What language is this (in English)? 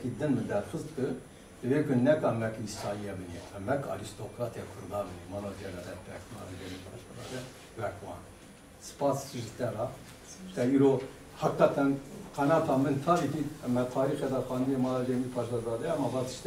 Kurdish